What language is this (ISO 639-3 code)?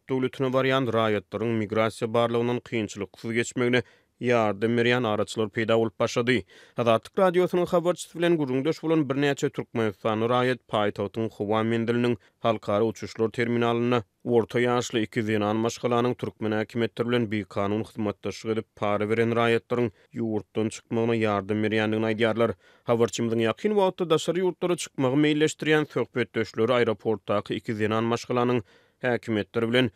tuk